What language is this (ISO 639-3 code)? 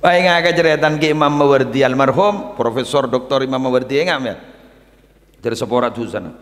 mad